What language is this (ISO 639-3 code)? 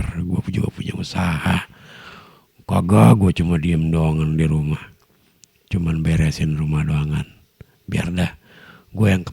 bew